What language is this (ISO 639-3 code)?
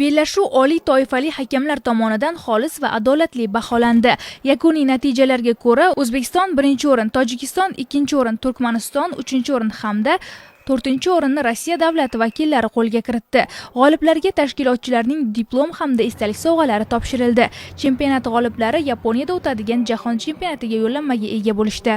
uzb